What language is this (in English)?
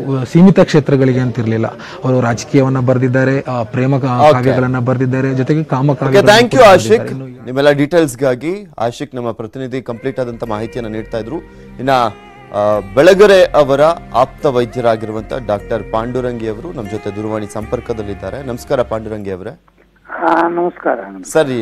Kannada